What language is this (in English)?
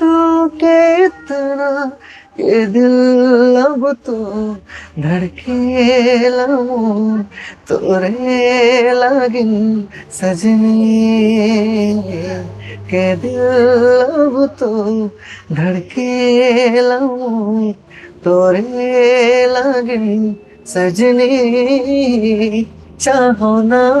Sadri